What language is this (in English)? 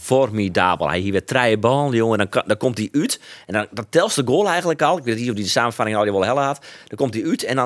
Western Frisian